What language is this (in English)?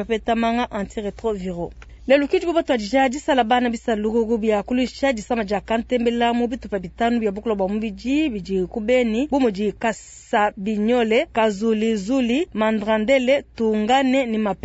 Luba-Lulua